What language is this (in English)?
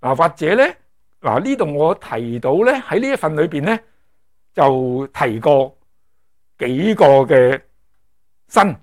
Cantonese